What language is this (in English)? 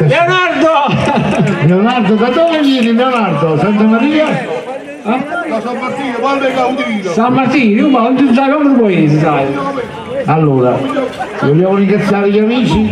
Neapolitan